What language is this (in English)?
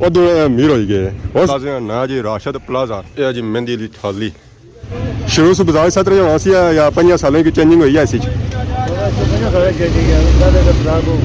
Pahari-Potwari